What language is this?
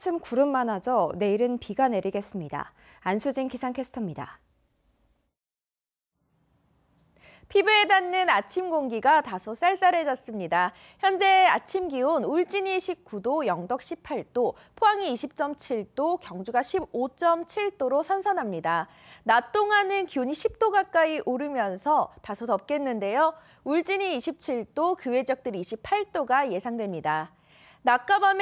Korean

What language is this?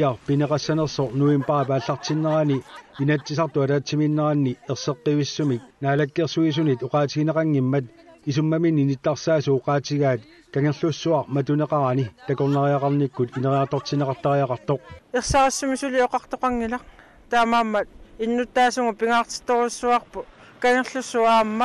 Kalaallisut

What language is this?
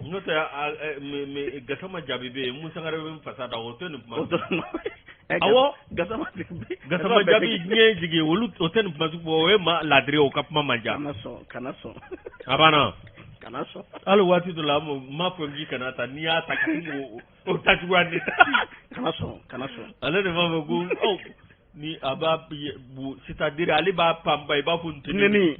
Bambara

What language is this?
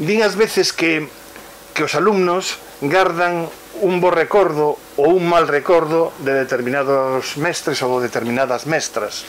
Galician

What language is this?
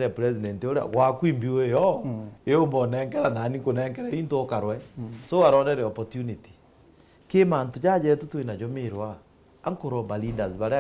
Meru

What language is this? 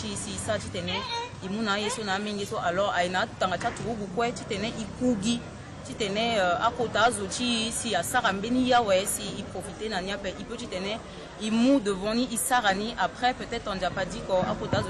Sango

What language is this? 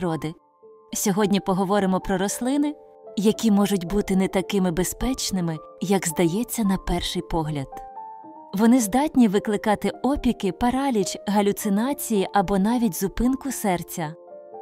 Ukrainian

